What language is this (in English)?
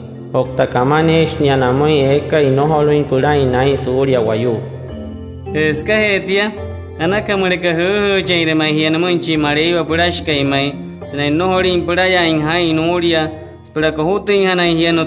Wayuu